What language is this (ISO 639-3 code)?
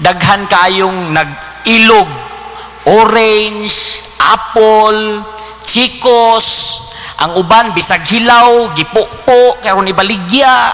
ceb